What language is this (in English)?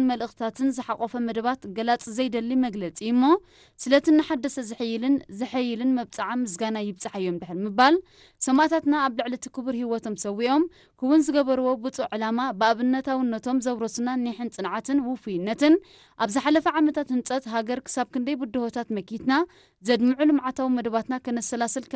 Tigrinya